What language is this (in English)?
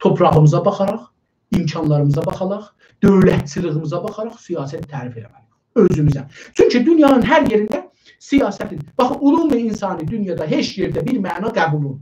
South Azerbaijani